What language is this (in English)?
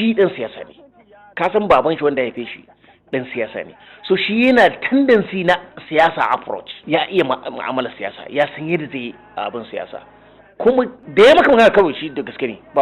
Hausa